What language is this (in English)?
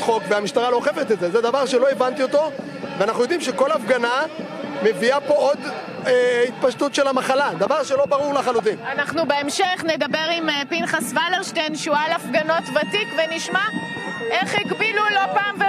Hebrew